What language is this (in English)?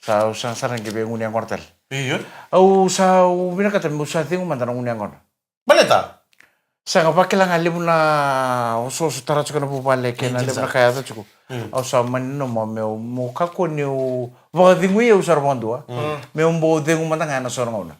Fijian